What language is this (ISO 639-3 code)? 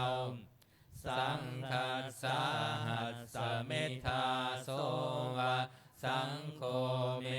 pli